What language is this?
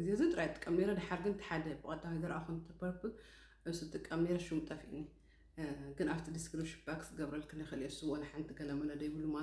Tigrinya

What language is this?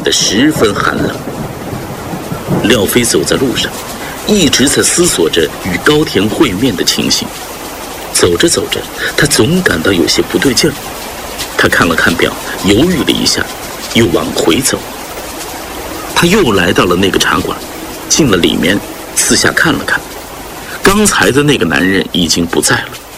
Chinese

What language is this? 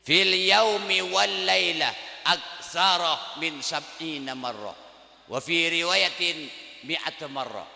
Madurese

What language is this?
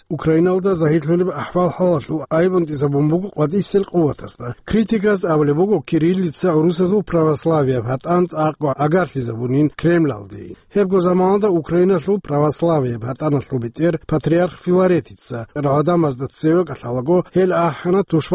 Avaric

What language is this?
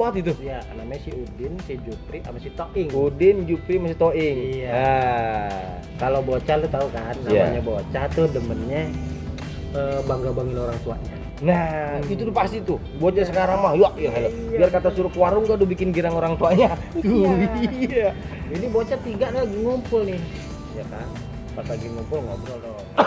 Betawi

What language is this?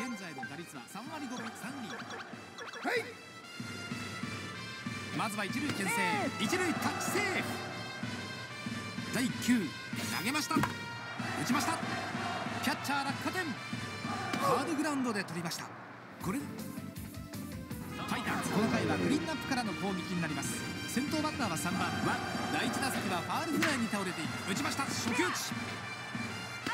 Japanese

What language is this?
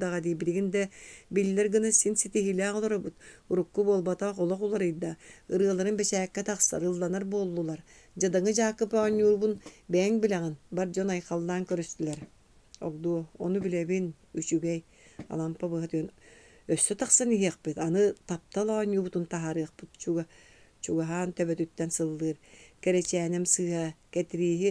Yakut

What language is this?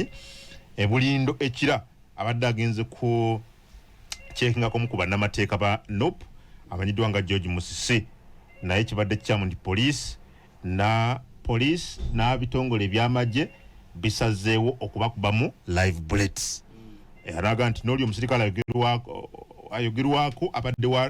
Ganda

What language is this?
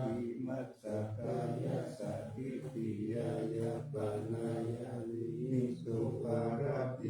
Pali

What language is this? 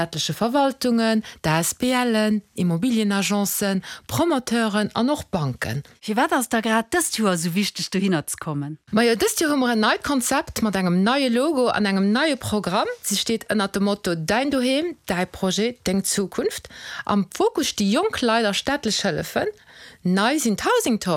Luxembourgish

